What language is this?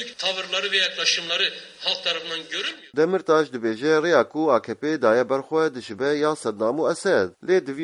Kurdish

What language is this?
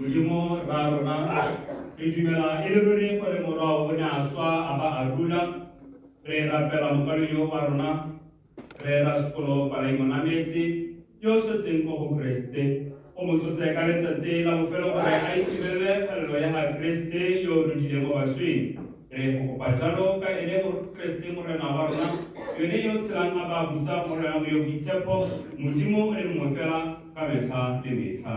Tswana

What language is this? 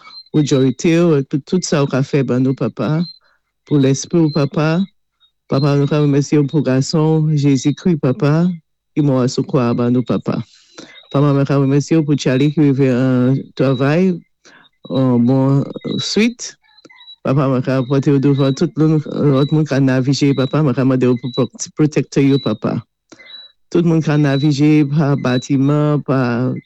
Saint Lucian Creole French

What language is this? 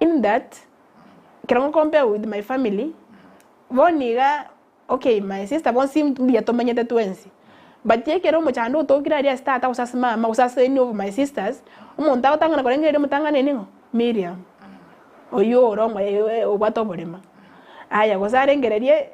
Gusii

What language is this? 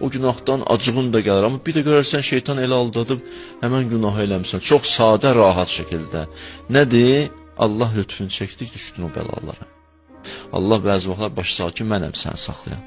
Azerbaijani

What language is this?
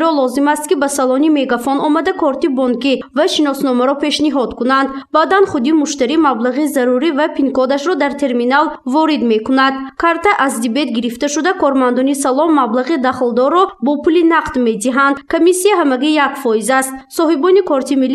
Tajik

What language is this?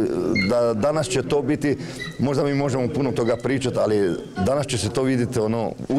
Croatian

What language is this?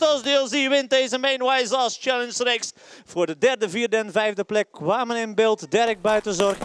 Western Frisian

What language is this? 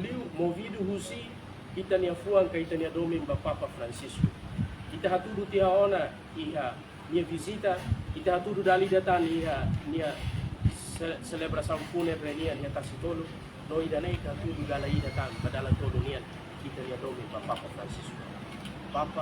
Tetum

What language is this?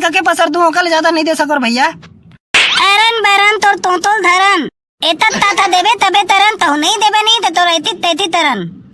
Chhattisgarhi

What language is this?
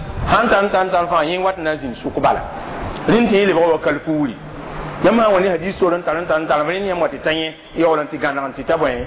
Mossi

